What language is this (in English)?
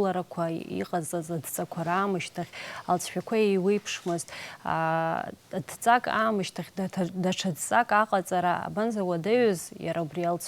Abkhazian